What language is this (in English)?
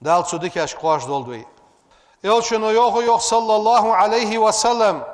Ingush